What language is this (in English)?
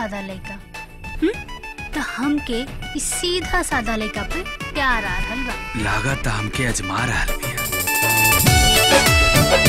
Bhojpuri